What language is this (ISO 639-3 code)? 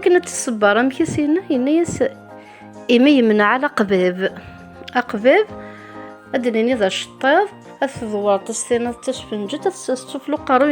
kab